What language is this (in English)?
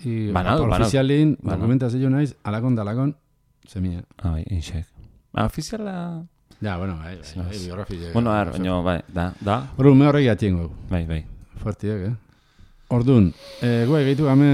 Basque